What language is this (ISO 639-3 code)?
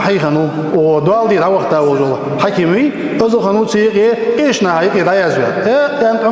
inh